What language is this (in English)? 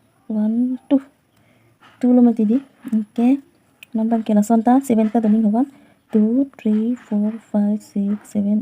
Karbi